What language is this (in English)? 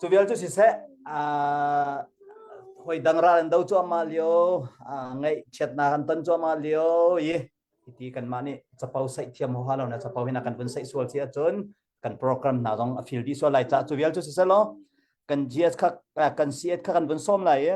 Hakha Chin